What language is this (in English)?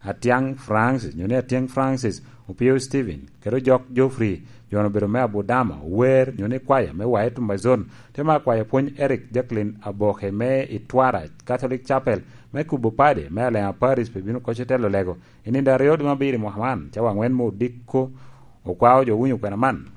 Lango (Uganda)